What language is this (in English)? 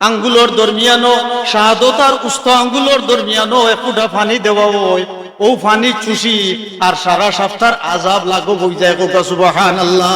Sylheti